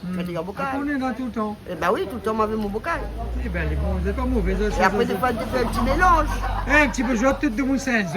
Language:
Réunion Creole French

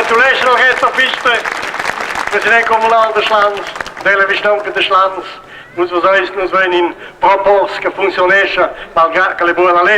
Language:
Romansh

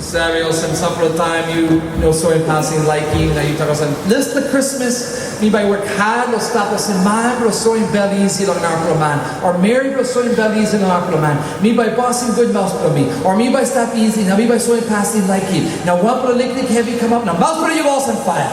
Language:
Tok Pisin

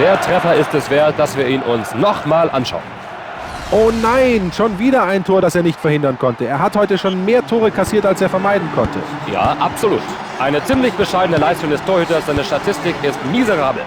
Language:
Bavarian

